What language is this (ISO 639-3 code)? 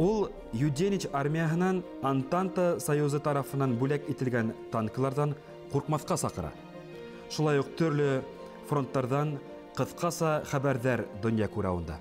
bak